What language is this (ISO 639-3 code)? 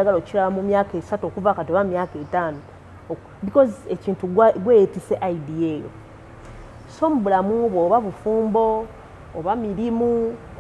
lug